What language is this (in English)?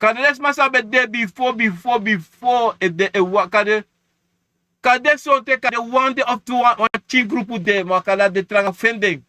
Sranan Tongo